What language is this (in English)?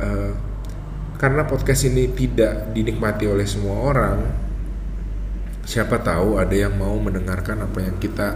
Indonesian